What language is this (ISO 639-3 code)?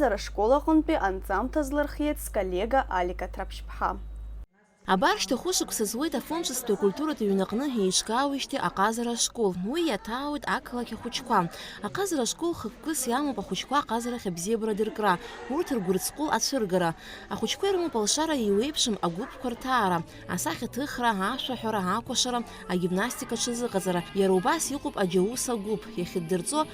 abk